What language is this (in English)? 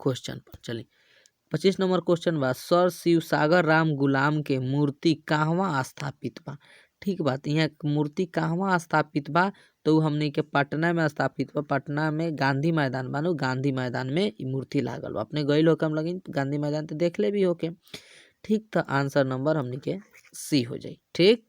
Bhojpuri